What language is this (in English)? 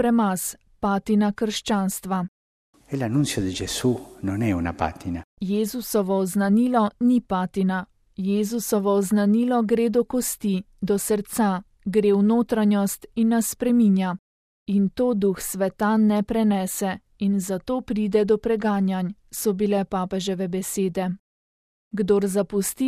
Slovenian